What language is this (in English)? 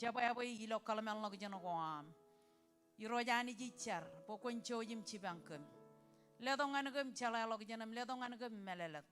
Marshallese